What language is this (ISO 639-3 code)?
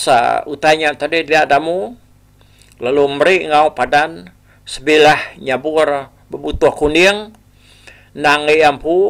iba